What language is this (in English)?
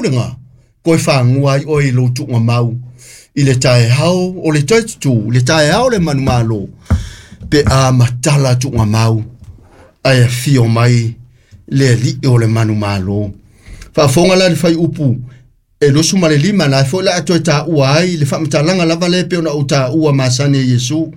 Samoan